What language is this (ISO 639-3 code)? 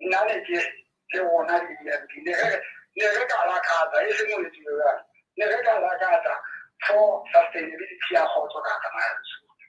sot